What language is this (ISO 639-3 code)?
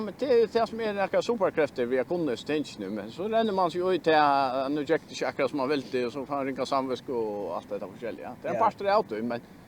fao